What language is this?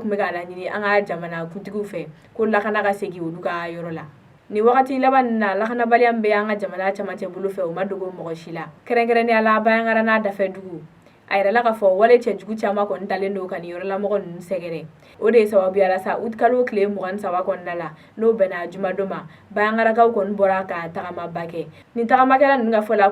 Bambara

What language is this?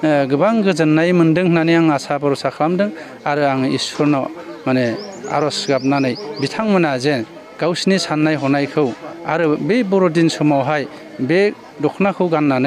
Bodo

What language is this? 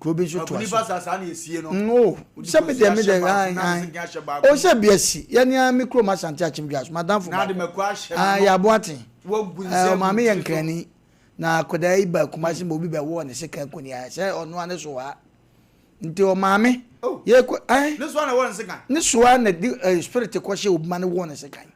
Akan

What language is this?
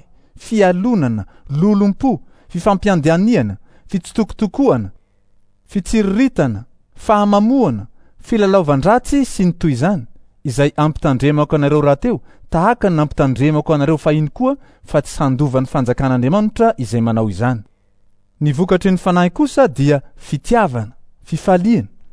Malagasy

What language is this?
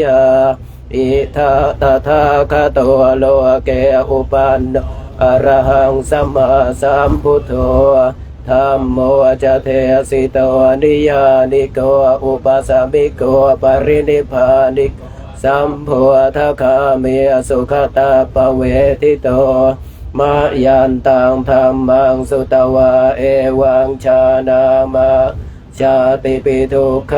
Pali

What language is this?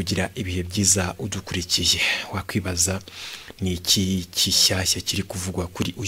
Kinyarwanda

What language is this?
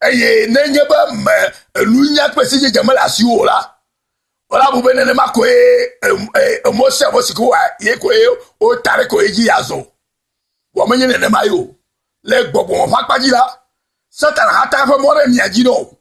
Ewe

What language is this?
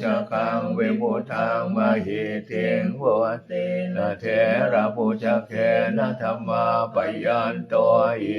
Pali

